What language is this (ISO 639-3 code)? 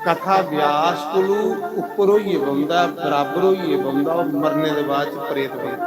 doi